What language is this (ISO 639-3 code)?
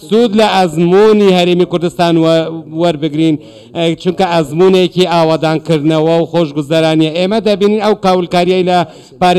ckb